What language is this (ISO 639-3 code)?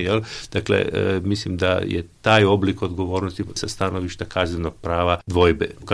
hrv